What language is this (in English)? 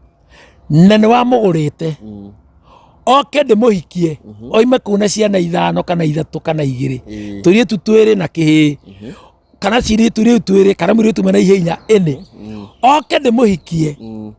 Kikuyu